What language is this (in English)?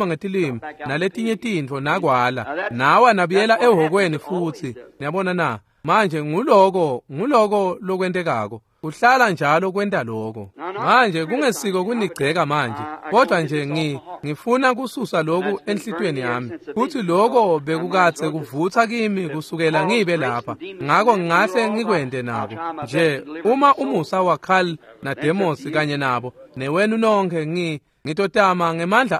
Swati